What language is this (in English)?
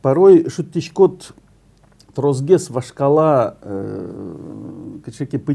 Udmurt